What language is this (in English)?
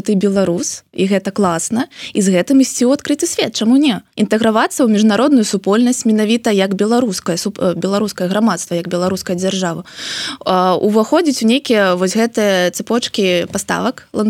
Belarusian